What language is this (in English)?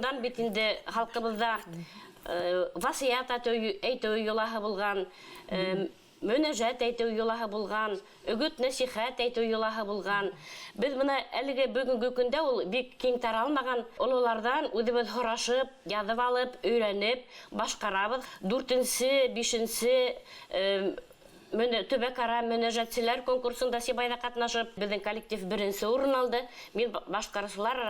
Bashkir